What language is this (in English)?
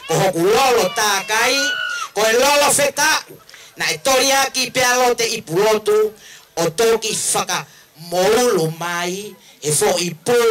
Tongan